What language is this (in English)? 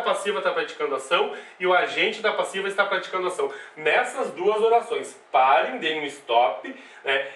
Portuguese